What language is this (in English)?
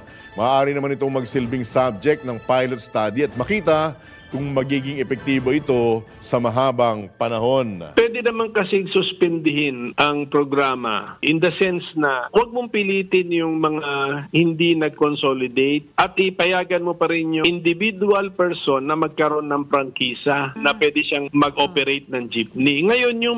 Filipino